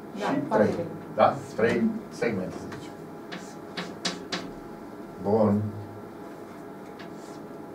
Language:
Romanian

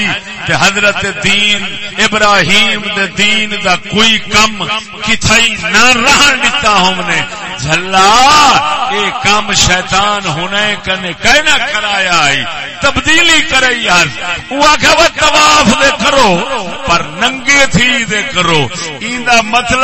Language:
Saraiki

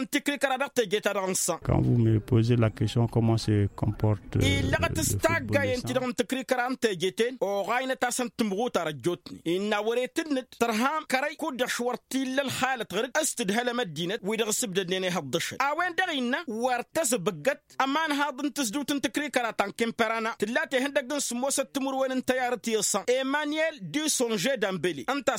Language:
Tamasheq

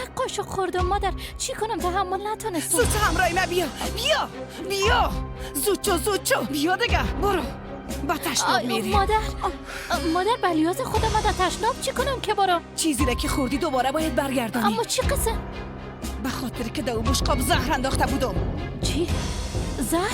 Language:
Persian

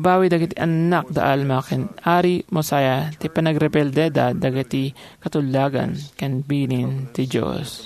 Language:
Iloko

